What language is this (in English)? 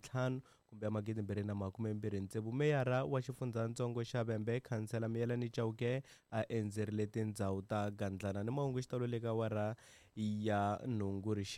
Tsonga